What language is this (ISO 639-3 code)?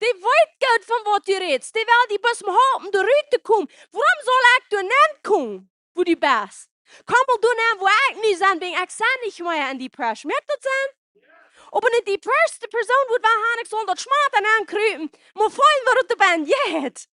pdt